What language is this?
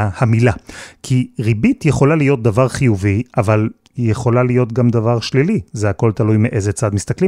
Hebrew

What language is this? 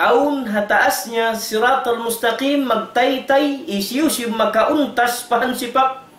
Tausug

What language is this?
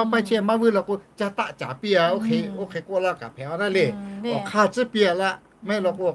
Lahu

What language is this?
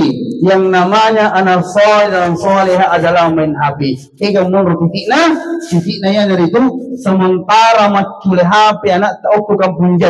Buginese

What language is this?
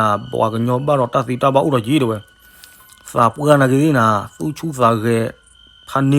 S'gaw Karen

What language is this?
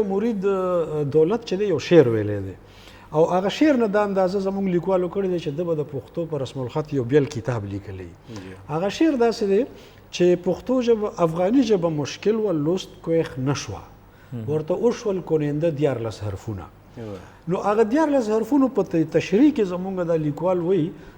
Pashto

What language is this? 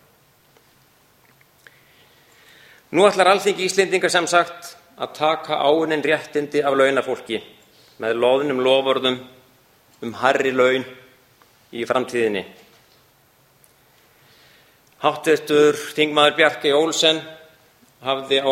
Icelandic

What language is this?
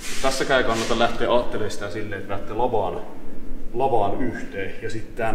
Finnish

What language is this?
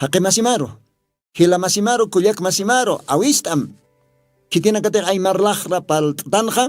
Aymara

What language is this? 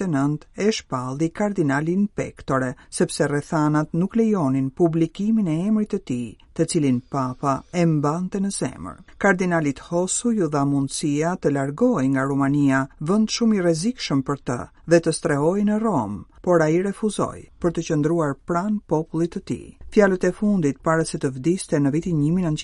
Albanian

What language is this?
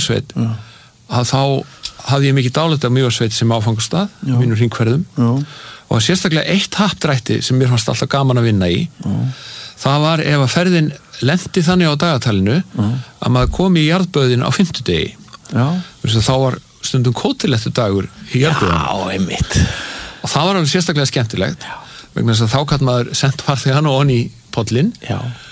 Icelandic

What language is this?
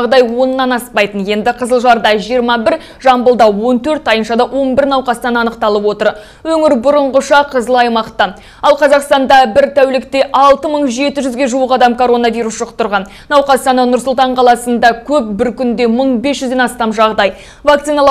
Kazakh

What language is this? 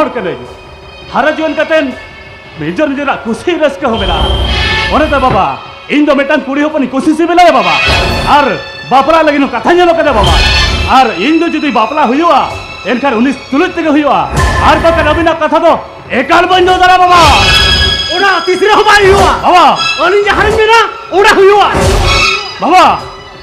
Santali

